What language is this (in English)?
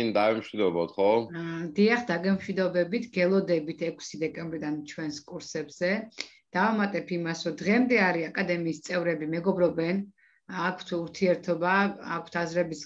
Georgian